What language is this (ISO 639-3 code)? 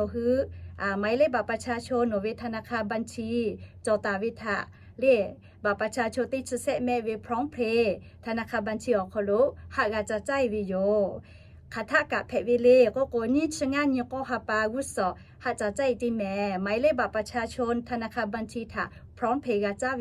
lhu